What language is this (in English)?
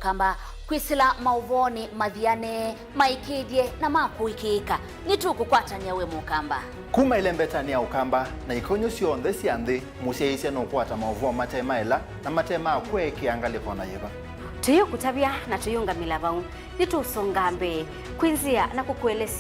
Kamba